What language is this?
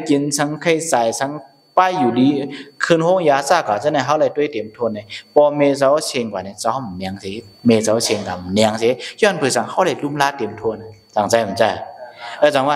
Shan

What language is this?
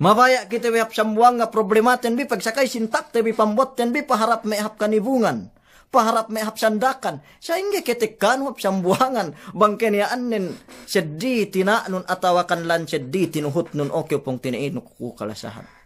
Yakan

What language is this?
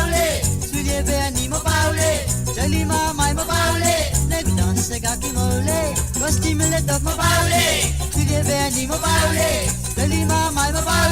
Morisyen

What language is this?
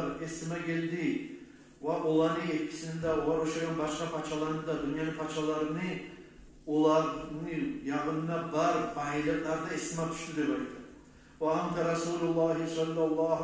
Kumyk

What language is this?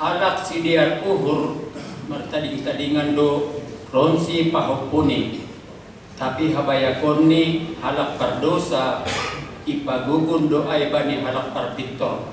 Batak Simalungun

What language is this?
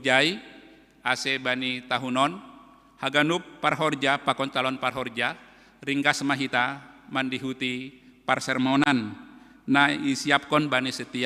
Batak Simalungun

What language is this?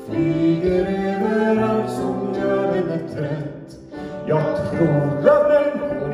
Swedish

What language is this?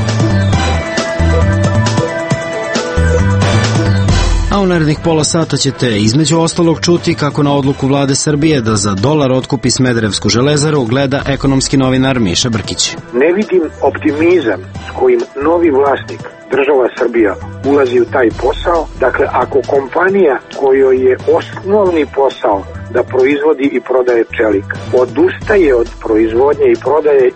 Serbian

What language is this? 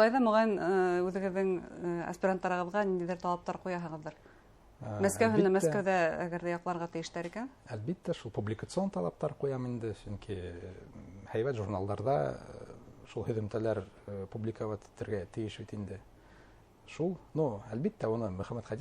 Bashkir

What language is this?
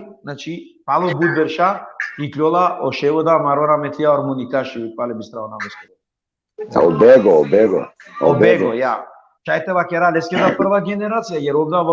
Balkan Romani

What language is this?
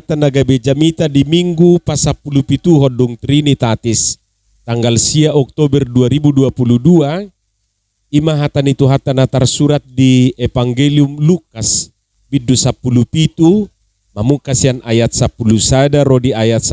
Batak Toba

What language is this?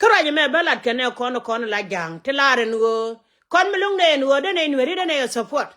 Nuer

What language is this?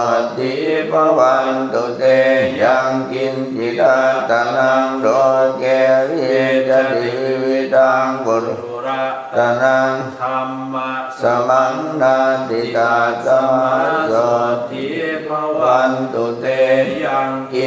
Pali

